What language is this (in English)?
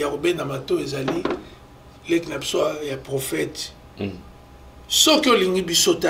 Lingala